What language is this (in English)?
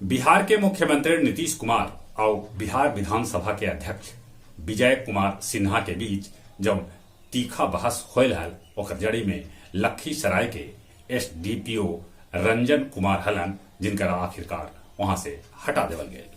Magahi